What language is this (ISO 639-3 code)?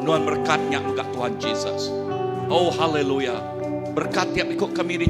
iba